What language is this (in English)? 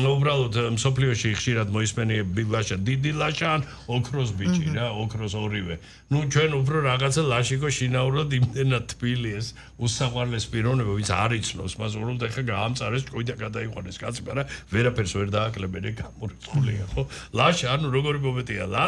Georgian